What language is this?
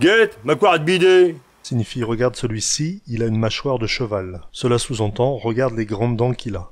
Picard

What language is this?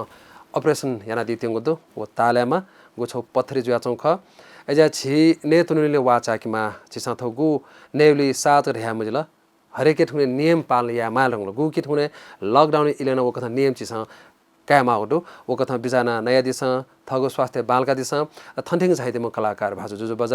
Newari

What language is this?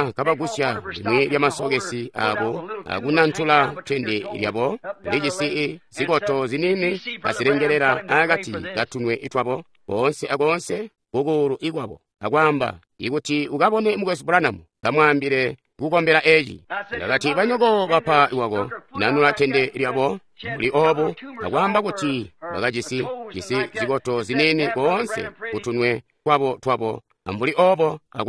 Tonga (Zambia)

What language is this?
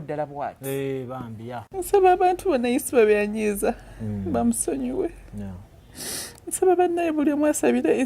Ganda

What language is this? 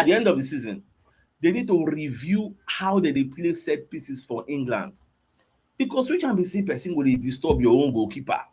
Nigerian Pidgin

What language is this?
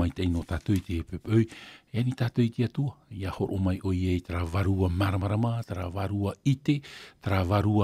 Tahitian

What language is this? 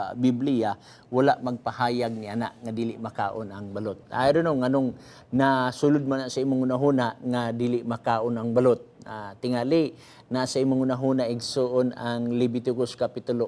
Cebuano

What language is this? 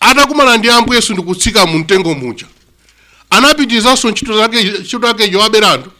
Nyanja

